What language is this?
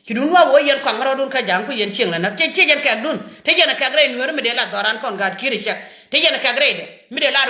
Nuer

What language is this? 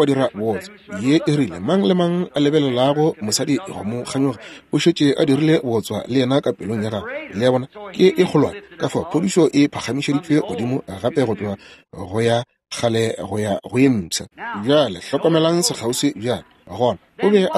Northern Sotho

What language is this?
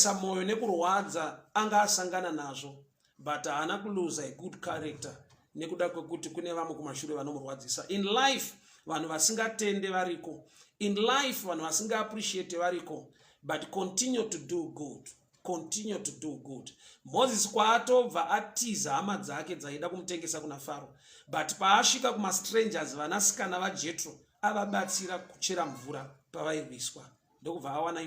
Shona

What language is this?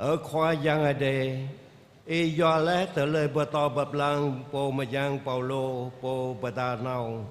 Jarai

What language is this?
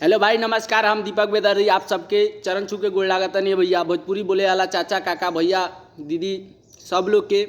Bhojpuri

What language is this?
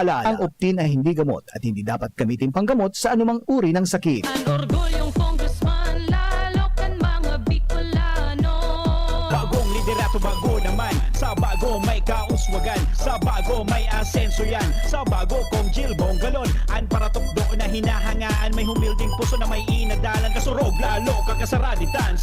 Bikol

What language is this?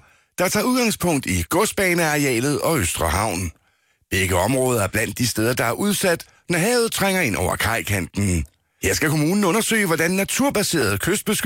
Danish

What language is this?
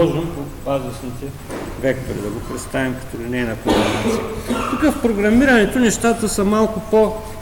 Bulgarian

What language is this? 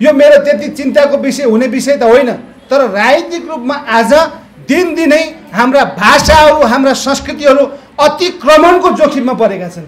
Nepali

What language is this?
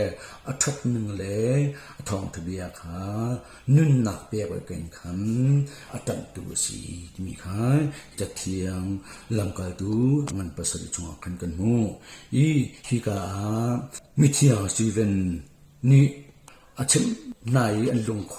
Hakha Chin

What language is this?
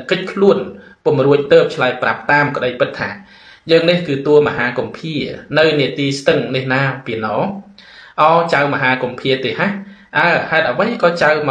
Khmer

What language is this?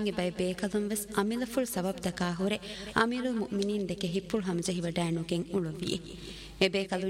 Divehi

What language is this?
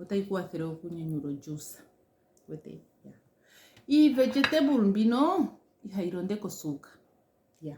Ndonga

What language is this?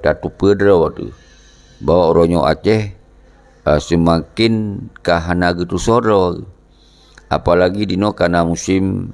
Achinese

